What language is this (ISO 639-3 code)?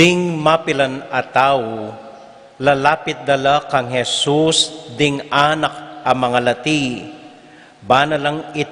pam